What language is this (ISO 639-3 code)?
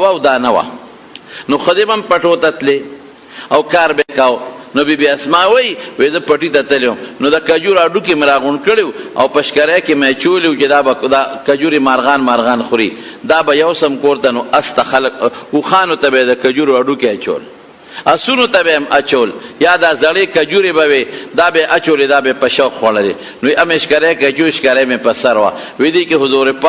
pus